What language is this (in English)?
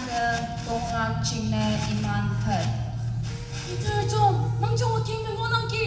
Konyak Naga